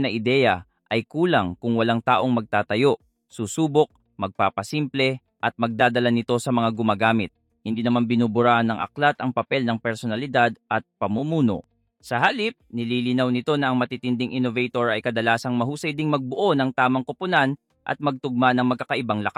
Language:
Filipino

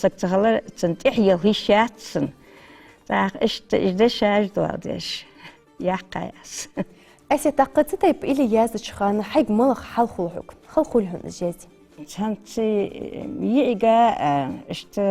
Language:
Ingush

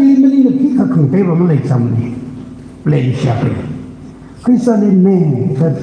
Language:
Tangkhul Naga (India)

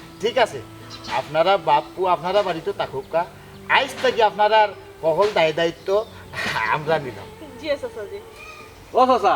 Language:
Sylheti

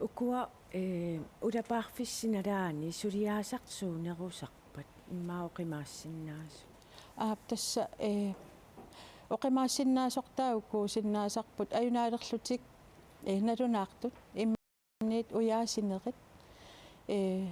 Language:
Kalaallisut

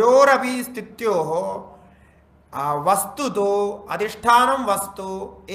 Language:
Sanskrit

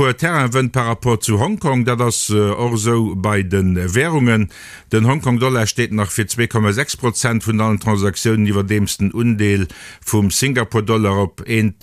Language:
Luxembourgish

